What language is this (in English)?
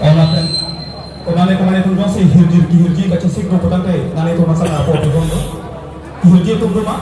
Karbi